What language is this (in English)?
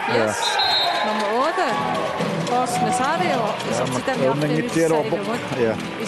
Kalaallisut